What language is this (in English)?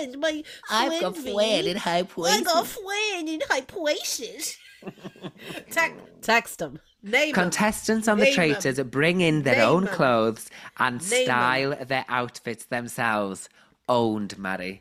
Welsh